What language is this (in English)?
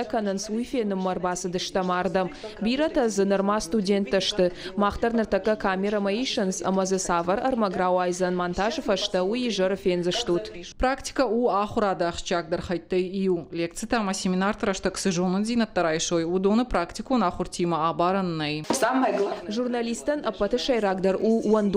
Ossetic